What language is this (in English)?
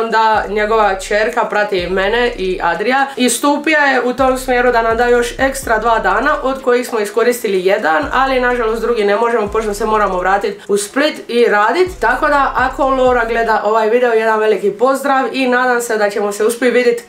Croatian